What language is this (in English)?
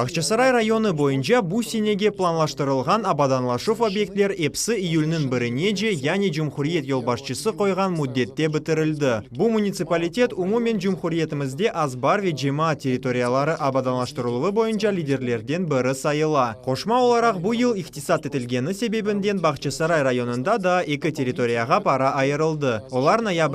Crimean Tatar